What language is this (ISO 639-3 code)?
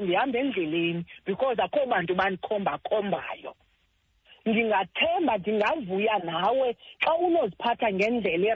xho